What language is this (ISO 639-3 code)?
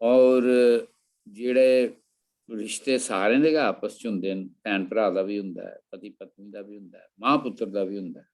doi